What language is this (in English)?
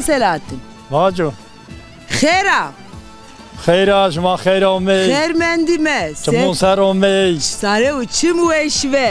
Zaza